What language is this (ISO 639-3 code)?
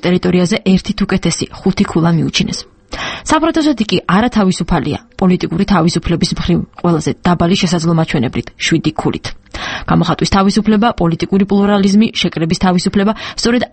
kat